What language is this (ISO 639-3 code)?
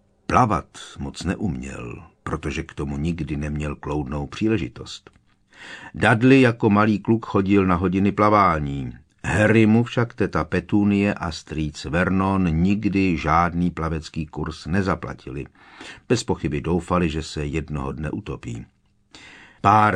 ces